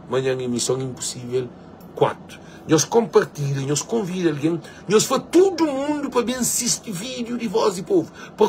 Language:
Kabuverdianu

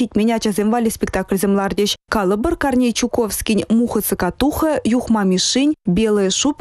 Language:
Chuvash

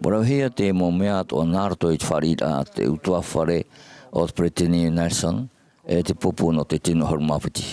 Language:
Tahitian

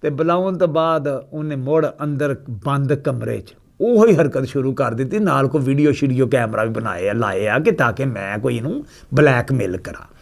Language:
Western Panjabi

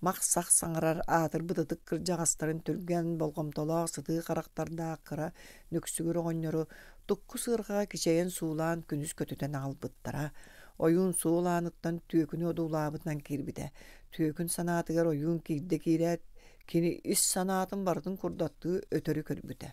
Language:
Yakut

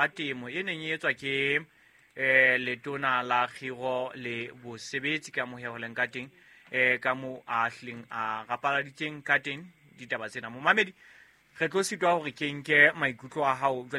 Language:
Southern Sotho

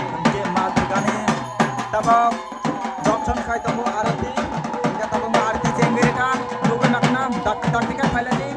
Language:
Kok Borok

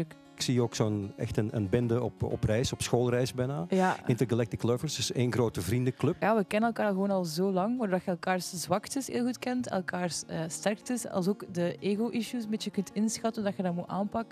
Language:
Dutch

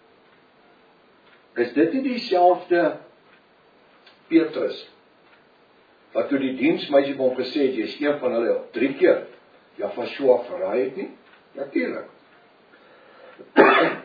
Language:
Afrikaans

